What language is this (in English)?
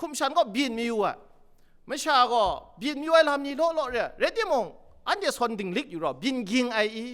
Kachin